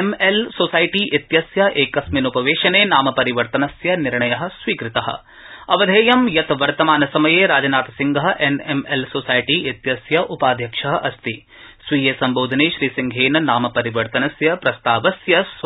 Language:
Sanskrit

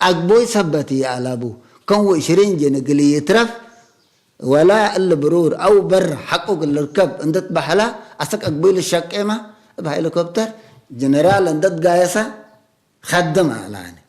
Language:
Tigre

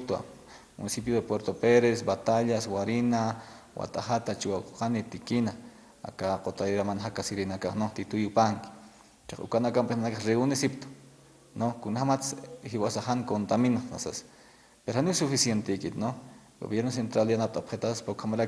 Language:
Aymara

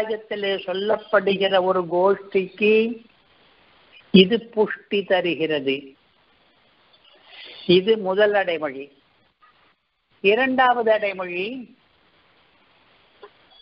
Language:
Tamil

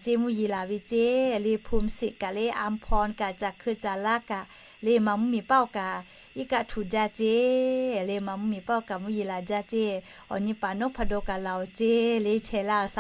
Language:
Lahu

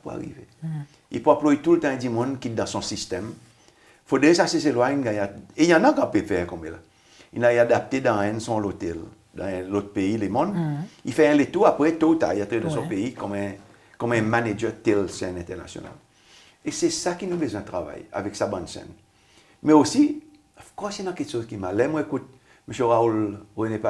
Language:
Seselwa Creole French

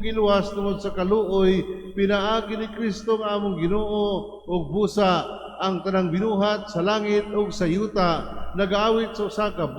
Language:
Cebuano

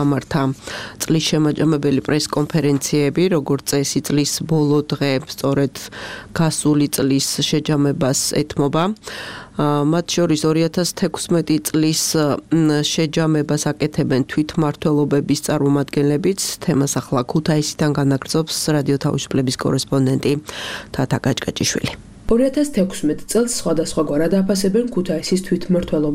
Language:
Georgian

